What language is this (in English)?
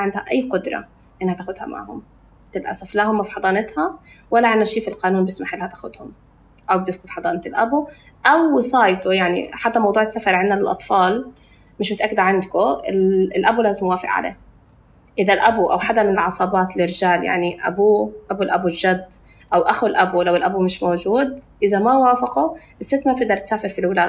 North Levantine Arabic